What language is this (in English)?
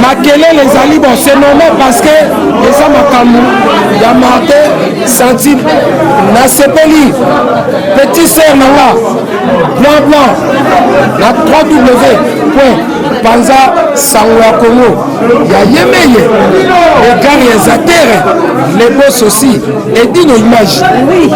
Lingala